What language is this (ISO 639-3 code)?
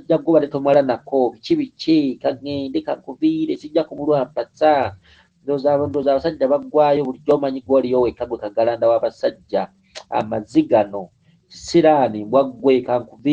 lug